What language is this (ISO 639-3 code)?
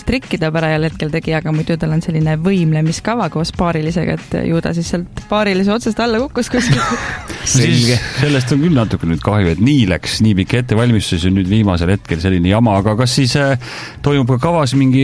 est